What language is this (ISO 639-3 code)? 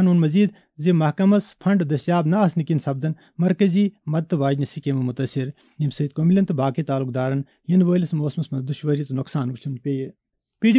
kas